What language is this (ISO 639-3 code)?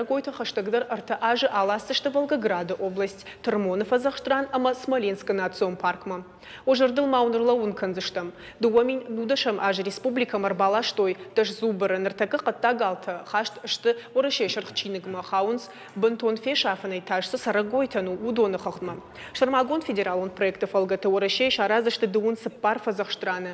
oss